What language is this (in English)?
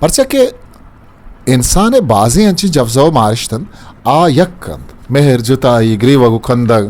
Eastern Balochi